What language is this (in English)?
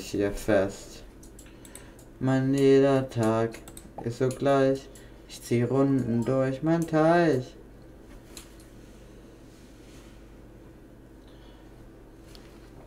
German